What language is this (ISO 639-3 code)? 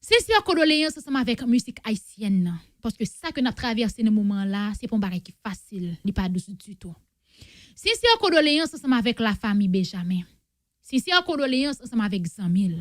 hat